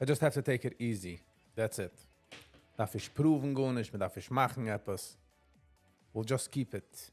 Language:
Yiddish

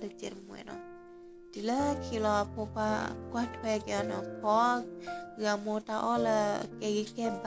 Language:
S'gaw Karen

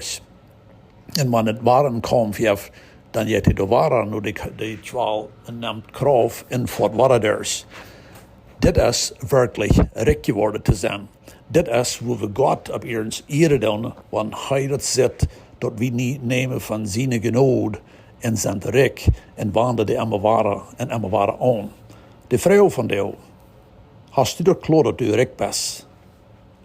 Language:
Plautdietsch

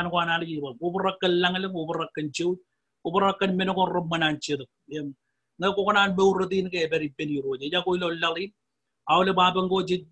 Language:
Marshallese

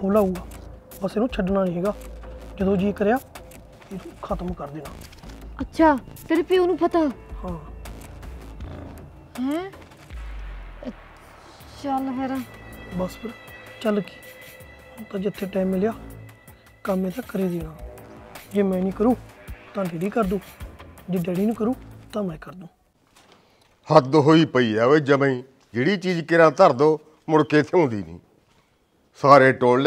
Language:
Punjabi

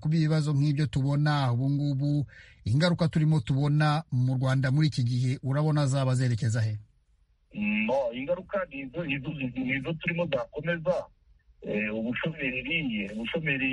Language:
Kinyarwanda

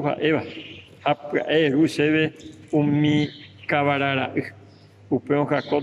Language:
Guarani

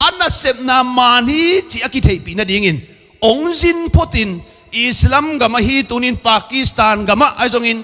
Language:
Tedim Chin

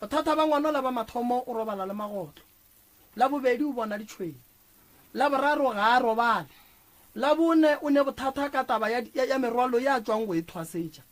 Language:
Northern Sotho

